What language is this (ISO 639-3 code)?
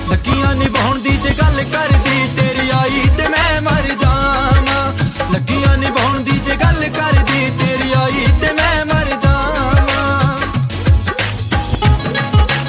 pan